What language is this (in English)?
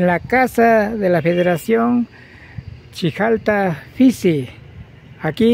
Imbabura Highland Quichua